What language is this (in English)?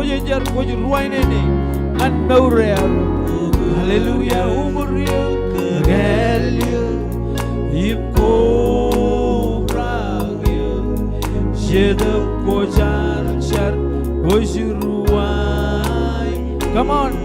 Marshallese